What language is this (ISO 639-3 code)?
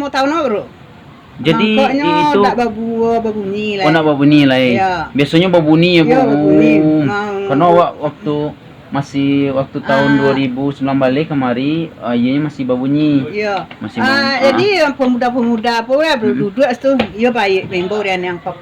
min